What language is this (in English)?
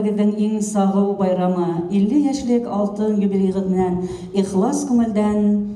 Bashkir